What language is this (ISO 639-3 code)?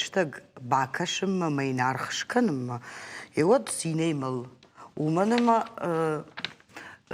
oss